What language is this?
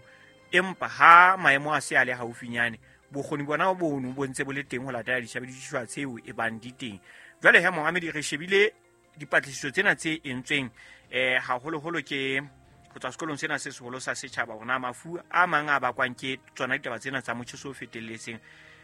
Southern Sotho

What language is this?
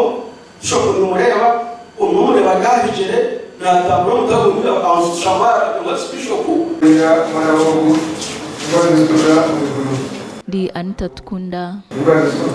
Nyankole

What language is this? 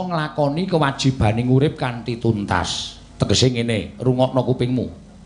Javanese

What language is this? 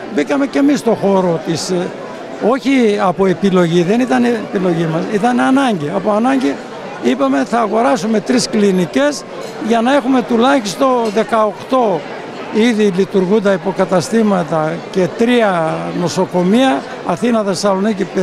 Greek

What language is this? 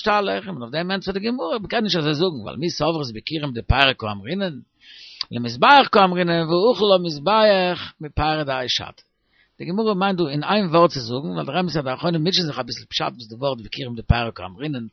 Yiddish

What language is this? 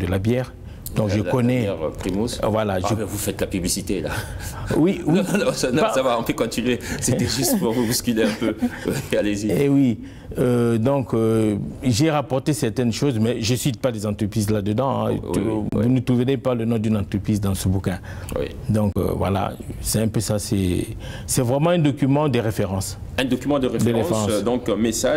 French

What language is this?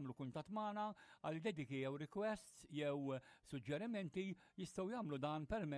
Maltese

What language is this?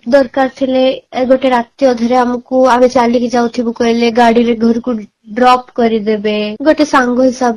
Odia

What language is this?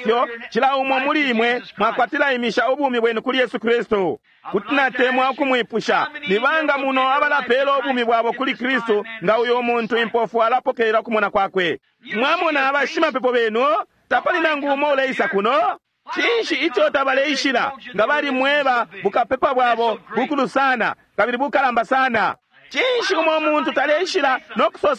Bemba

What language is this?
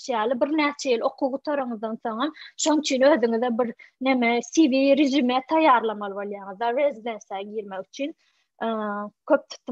Turkmen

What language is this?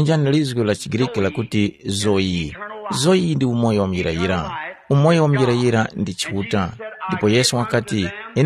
Tumbuka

